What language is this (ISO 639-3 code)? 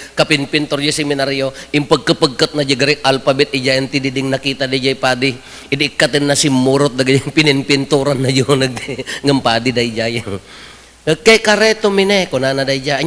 ilo